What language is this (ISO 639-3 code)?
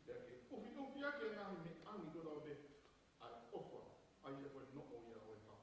ton